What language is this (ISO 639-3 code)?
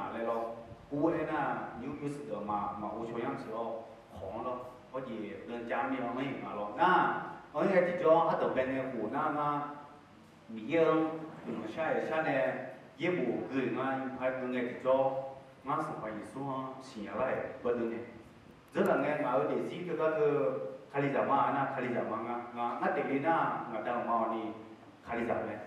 ahk